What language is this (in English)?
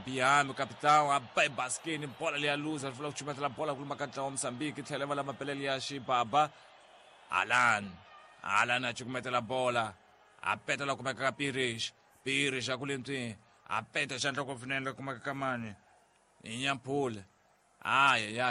Tsonga